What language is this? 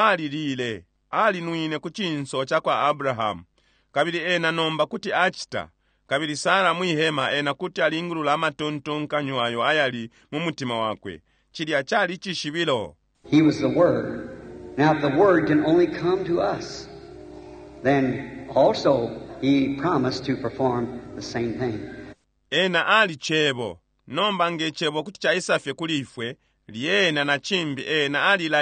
Bemba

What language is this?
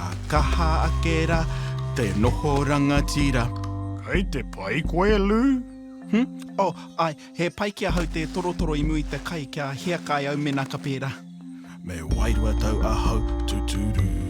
Māori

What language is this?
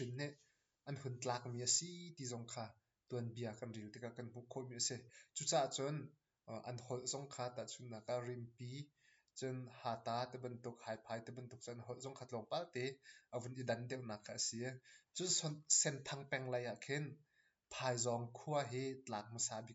Hakha Chin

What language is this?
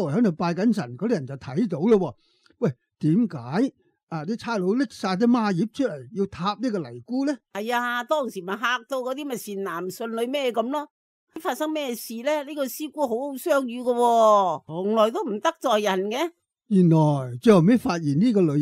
Cantonese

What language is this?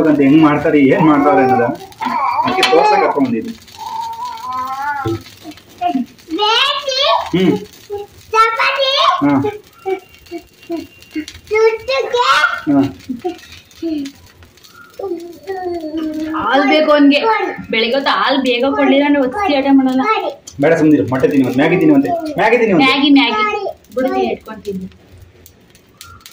Kannada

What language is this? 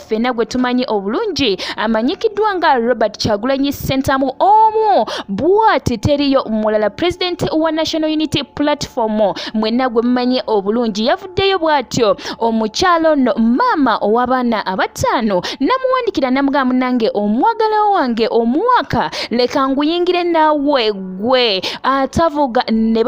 Ganda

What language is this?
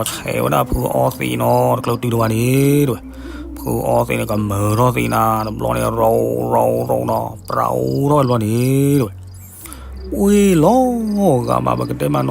S'gaw Karen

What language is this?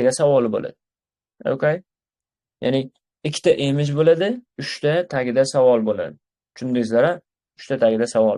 Uzbek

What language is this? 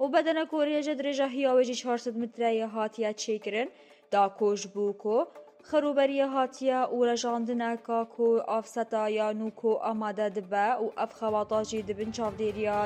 Kurdish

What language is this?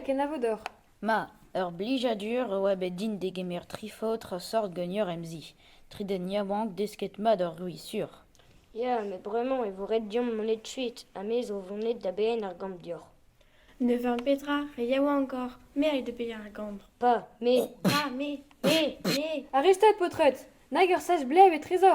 Breton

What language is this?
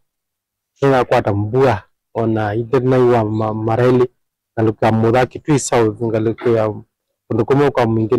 Kamba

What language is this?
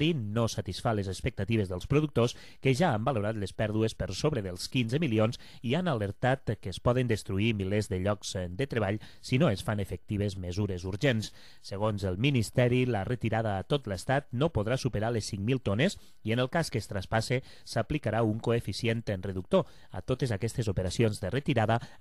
Catalan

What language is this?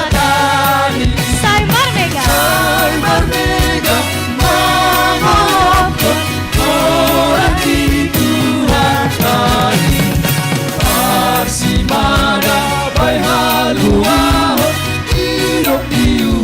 Batak Simalungun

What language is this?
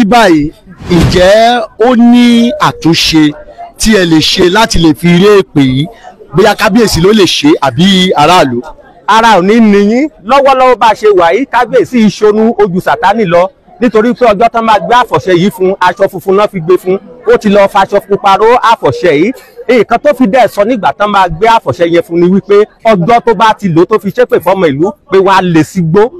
Yoruba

